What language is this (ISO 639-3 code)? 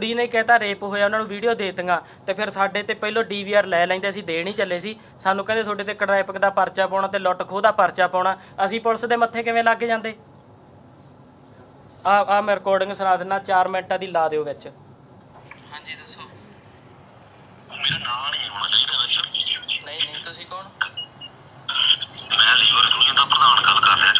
pan